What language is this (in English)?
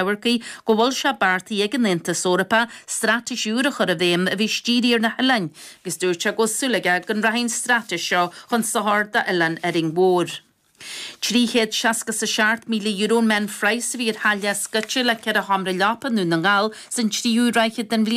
Irish